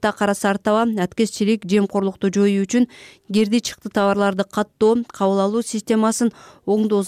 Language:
Kyrgyz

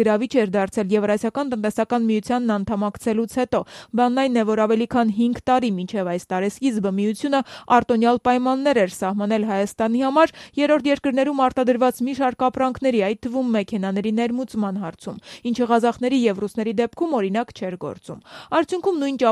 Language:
Armenian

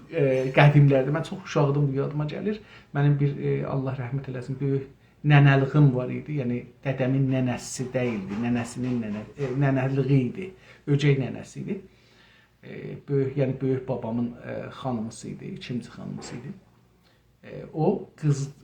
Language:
South Azerbaijani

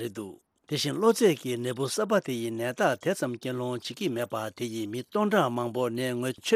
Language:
Tibetan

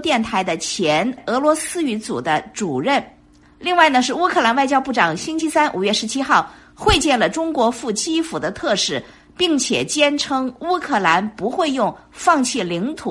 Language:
Chinese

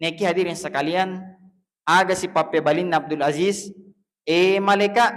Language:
Buginese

